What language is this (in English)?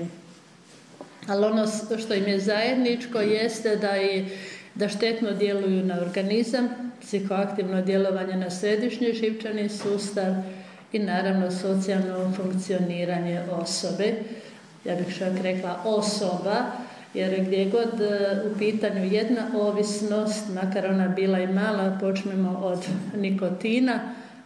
Croatian